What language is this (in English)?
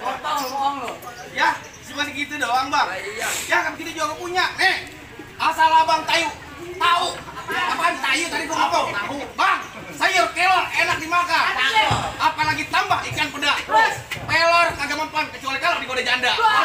Betawi